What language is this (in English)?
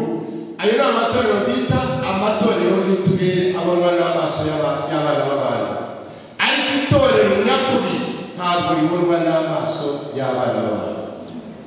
Kinyarwanda